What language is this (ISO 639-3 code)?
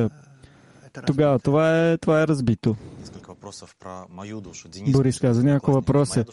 bul